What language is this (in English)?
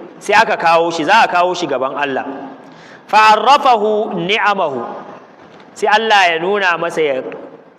Hausa